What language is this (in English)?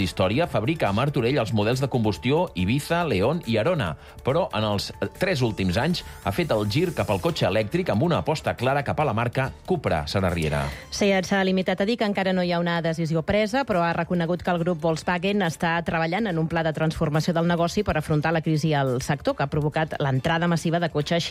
Catalan